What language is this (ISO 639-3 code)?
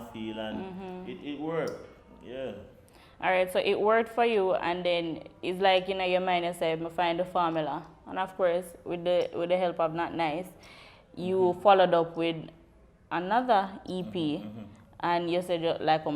jam